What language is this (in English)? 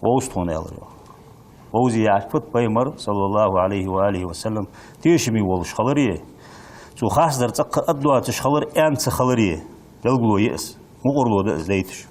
Ingush